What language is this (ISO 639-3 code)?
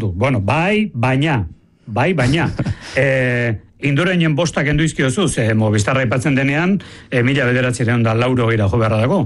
eus